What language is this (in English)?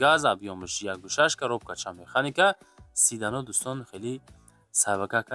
Tajik